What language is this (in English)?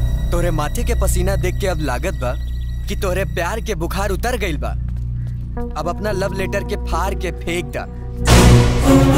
Bhojpuri